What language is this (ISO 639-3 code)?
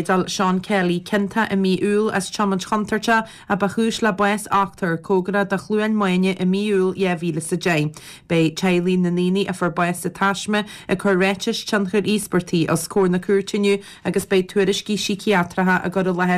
gle